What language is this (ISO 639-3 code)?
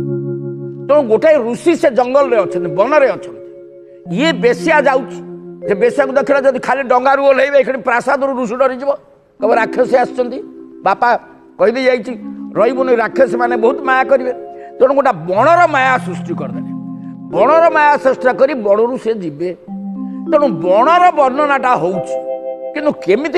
ori